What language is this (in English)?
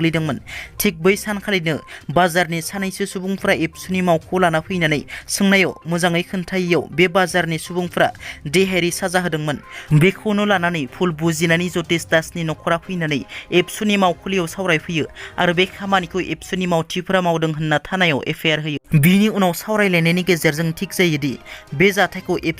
Bodo